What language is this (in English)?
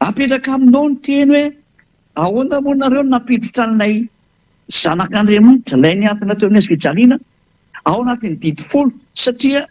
Malagasy